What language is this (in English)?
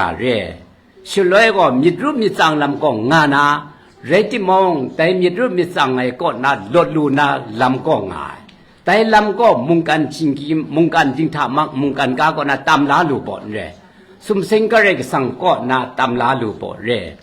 Kachin